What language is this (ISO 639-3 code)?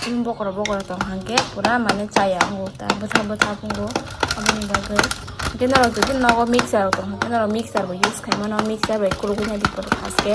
trp